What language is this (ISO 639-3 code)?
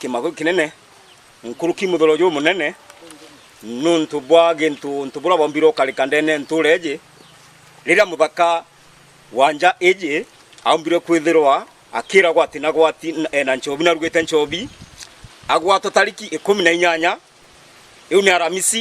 mer